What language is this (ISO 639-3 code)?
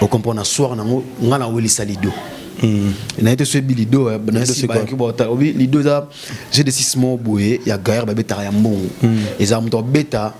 lin